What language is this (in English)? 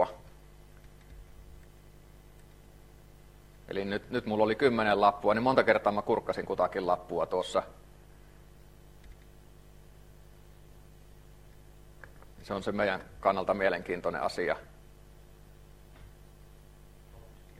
Finnish